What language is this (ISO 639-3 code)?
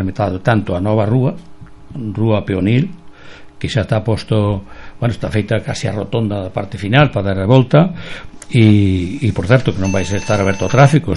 glg